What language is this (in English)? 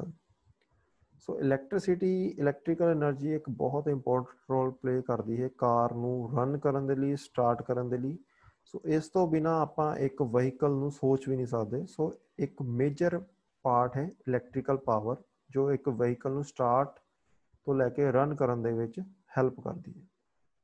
Punjabi